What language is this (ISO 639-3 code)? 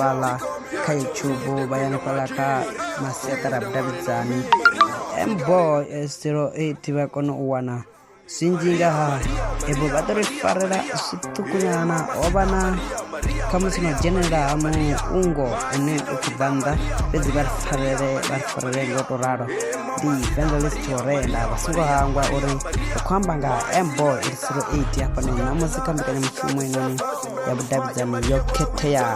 ven